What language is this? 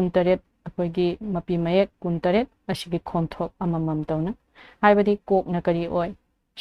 Manipuri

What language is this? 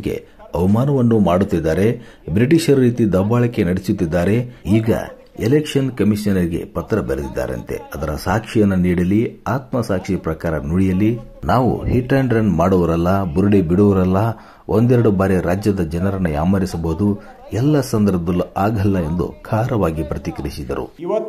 Kannada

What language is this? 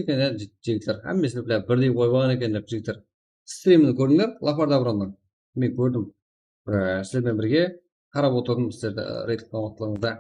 Kara-Kalpak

